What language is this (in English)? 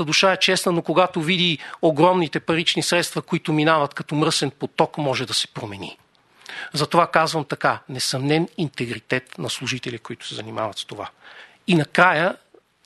Bulgarian